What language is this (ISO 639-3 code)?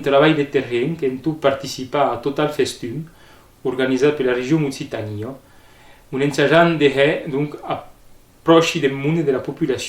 oci